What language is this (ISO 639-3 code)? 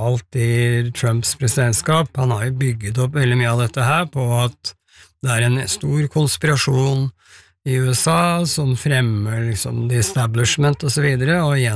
nor